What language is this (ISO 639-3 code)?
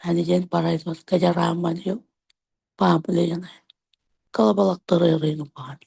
mah